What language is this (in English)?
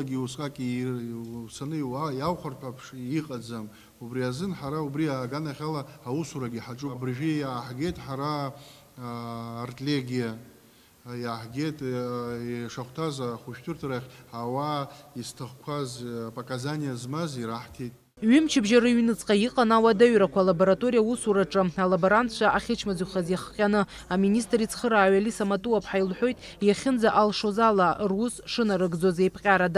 Abkhazian